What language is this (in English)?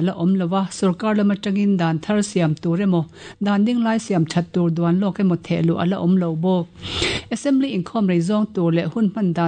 Mizo